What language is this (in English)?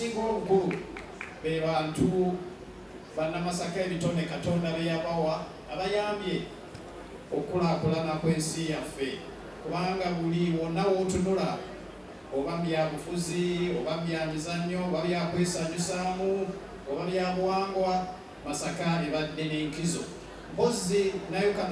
Ganda